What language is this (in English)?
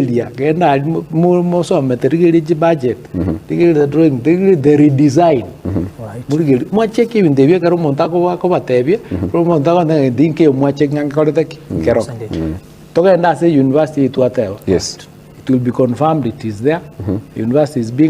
Gusii